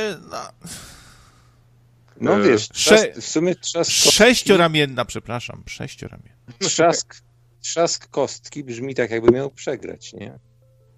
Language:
Polish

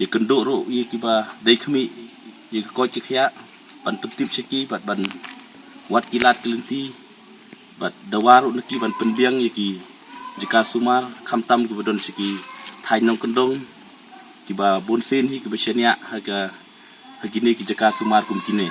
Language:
Khasi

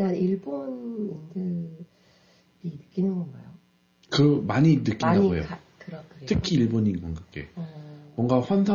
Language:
Korean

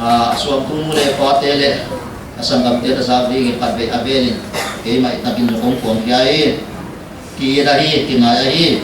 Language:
Paite Chin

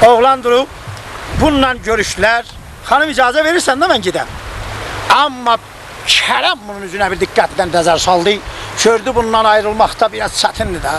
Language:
South Azerbaijani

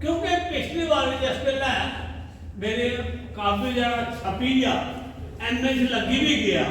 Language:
Dogri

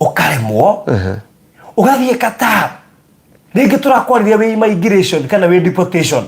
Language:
Kikuyu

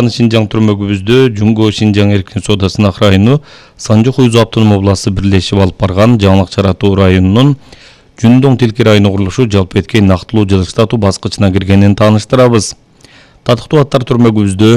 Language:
Kyrgyz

